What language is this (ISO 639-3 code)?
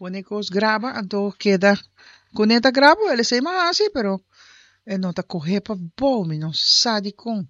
pap